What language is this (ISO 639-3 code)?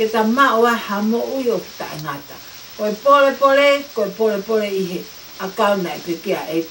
ton